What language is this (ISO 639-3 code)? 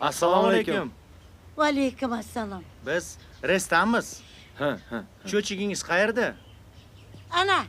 uzb